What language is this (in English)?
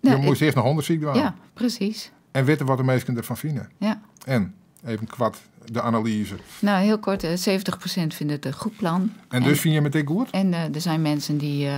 Western Frisian